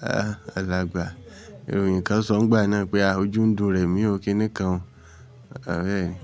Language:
Yoruba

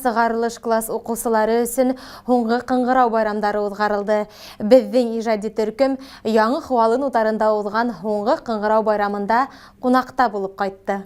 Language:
Bashkir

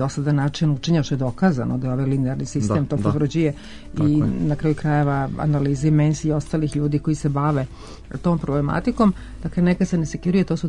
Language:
Serbian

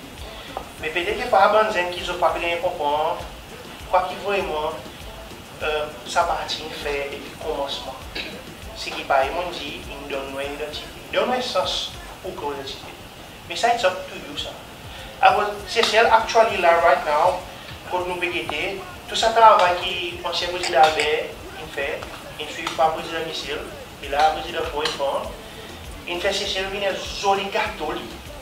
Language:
Seselwa Creole French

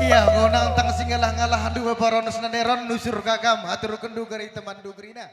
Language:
Batak Karo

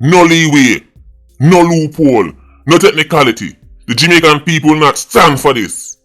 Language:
Jamaican Creole English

